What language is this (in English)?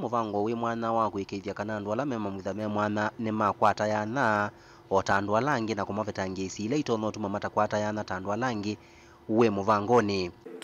Kamba